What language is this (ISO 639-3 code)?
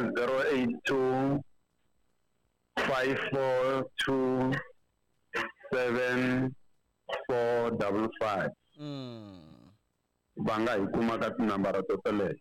tso